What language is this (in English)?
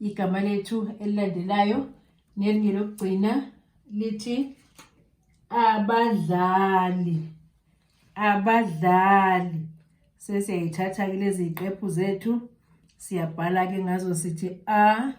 Zulu